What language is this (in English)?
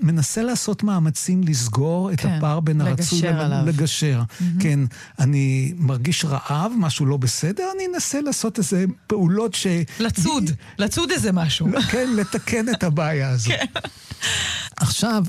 Hebrew